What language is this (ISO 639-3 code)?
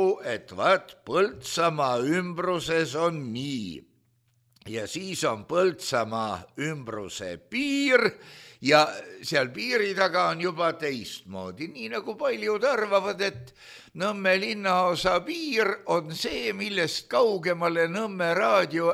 est